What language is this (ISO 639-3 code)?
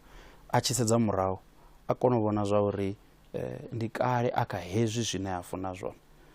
ven